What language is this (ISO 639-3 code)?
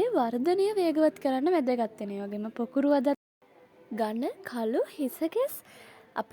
sin